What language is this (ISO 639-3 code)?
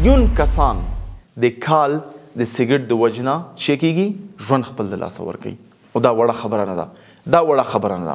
pus